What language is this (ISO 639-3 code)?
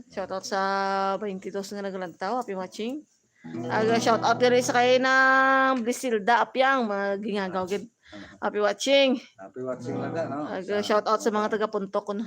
hil